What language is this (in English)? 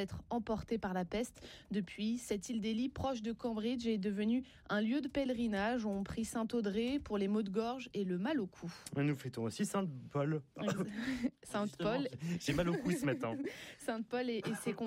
French